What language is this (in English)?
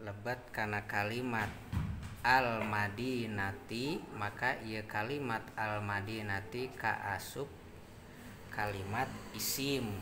Sundanese